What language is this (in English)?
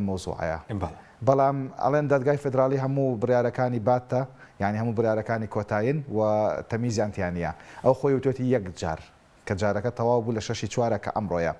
Central Kurdish